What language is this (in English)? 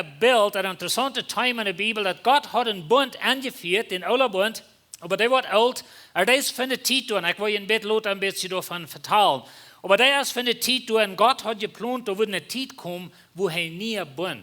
Plautdietsch